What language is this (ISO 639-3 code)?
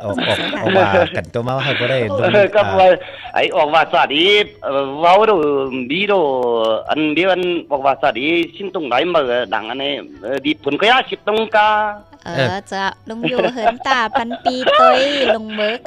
tha